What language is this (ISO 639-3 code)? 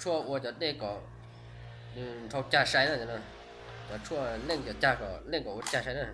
hmn